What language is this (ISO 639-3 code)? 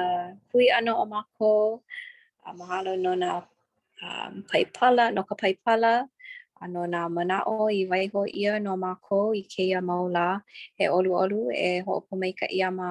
haw